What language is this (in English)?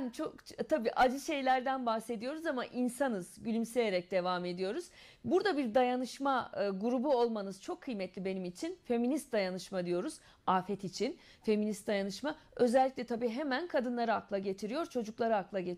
Turkish